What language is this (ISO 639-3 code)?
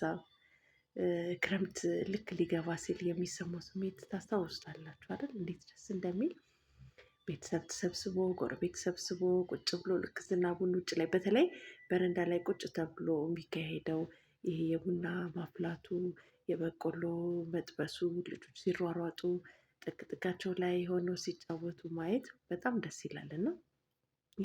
amh